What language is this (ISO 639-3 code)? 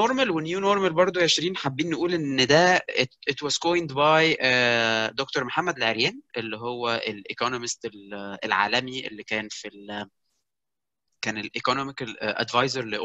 arz